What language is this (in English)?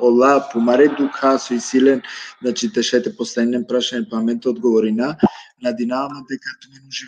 Balkan Romani